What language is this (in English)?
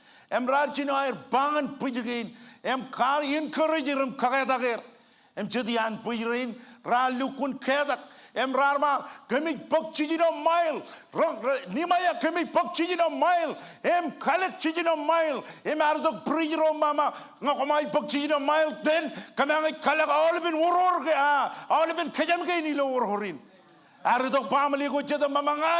Marshallese